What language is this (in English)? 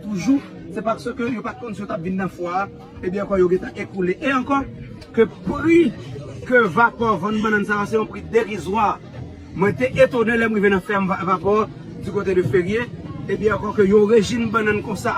Haitian Creole